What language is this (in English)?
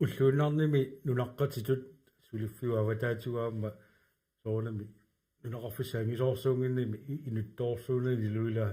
Kalaallisut